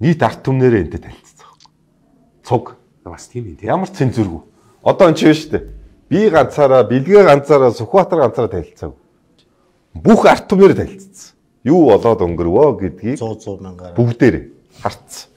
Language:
Mongolian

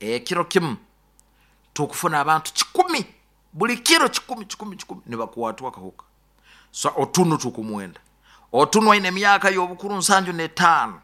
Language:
Nyoro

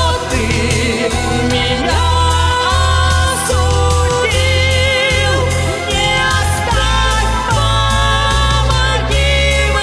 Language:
Russian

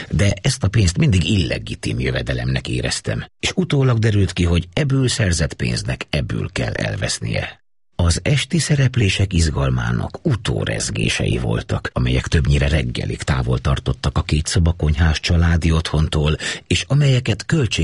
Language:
Hungarian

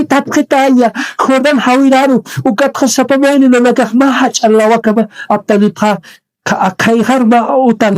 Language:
Aymara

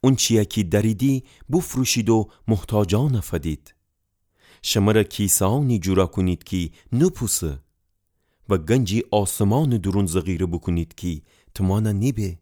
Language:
Gilaki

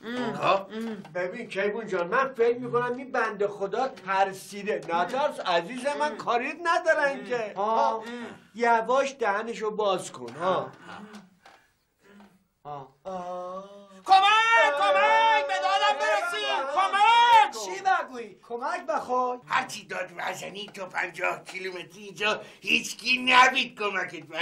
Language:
Persian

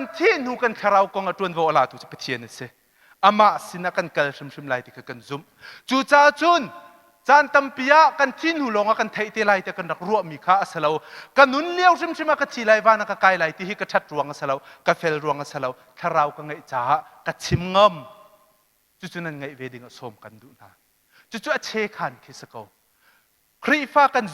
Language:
Hakha Chin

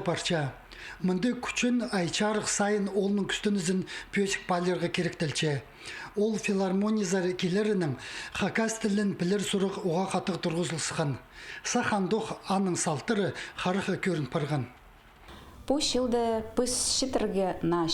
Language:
Khakas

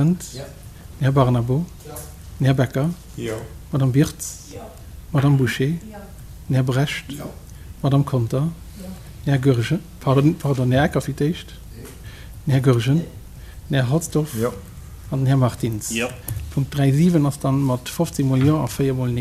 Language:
Luxembourgish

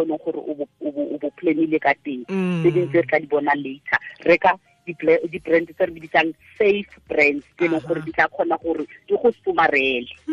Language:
Tswana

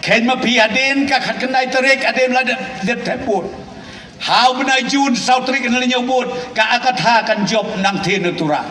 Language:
Khasi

